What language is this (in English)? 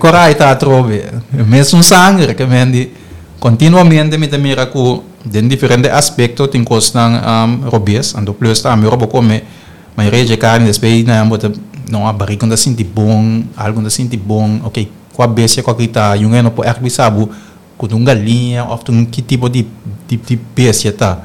Papiamento